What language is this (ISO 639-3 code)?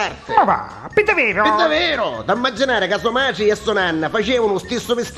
nap